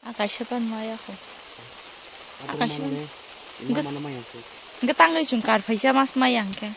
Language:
Kok Borok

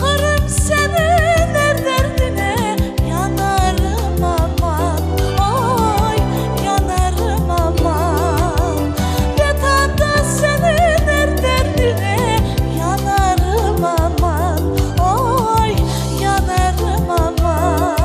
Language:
Crimean Tatar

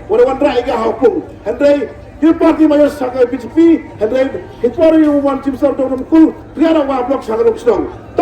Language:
Khasi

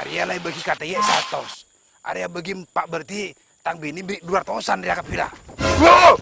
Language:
Madurese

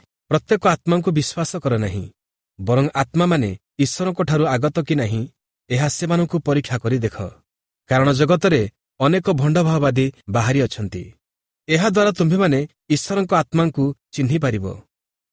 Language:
Odia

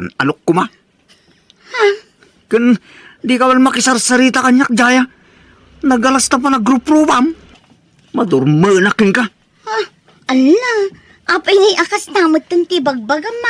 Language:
Iloko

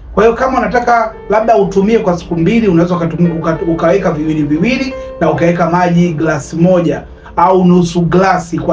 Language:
Swahili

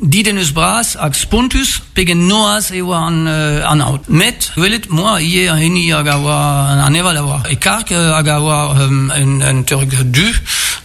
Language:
Breton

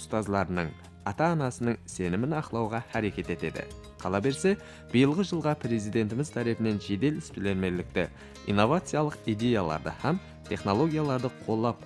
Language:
Kara-Kalpak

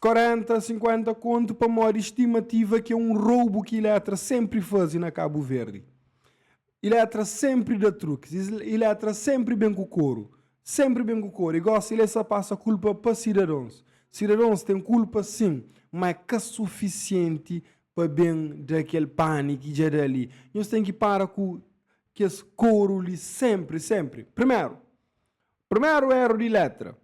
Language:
Kabuverdianu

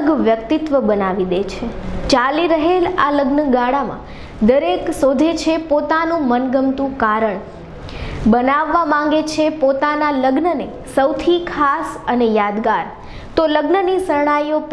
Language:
Gujarati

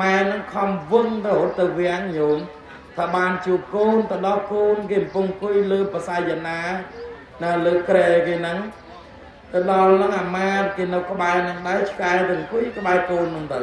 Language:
Khmer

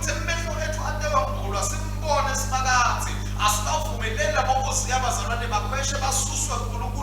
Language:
Swati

